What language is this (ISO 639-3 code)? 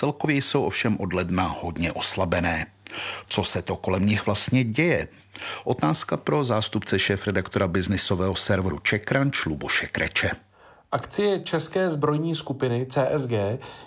ces